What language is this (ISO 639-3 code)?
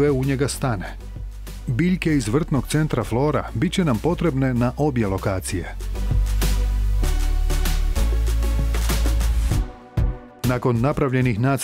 hrv